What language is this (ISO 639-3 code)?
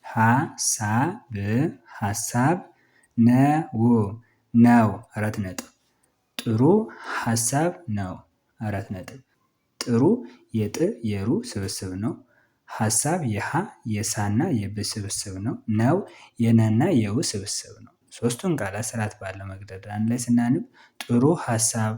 amh